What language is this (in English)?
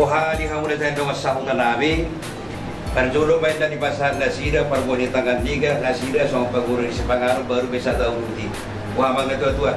Batak Toba